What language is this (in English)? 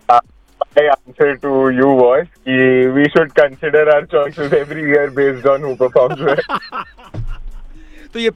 Hindi